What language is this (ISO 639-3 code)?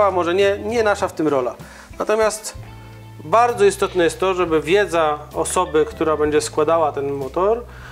pol